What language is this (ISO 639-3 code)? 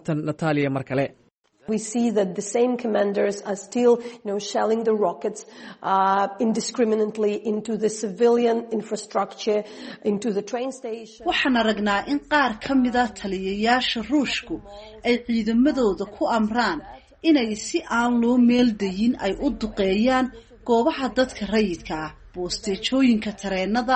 som